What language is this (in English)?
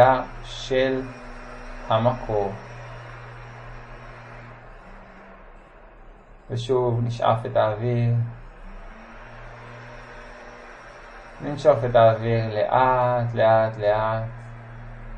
Hebrew